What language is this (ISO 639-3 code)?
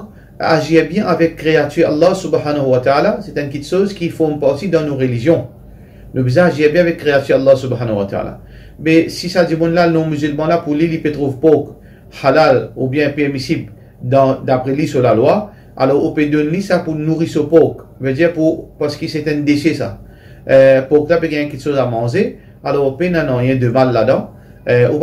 mfe